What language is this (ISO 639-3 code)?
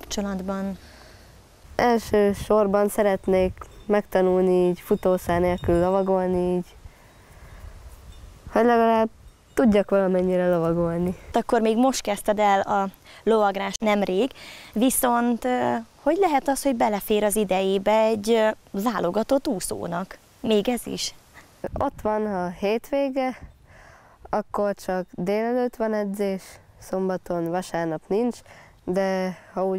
hun